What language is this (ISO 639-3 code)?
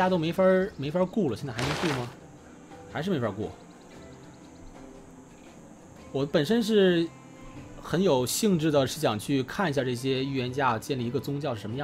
zho